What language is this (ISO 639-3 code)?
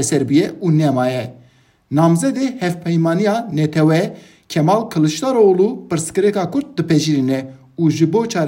kur